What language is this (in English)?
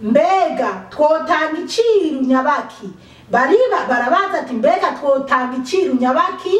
Rundi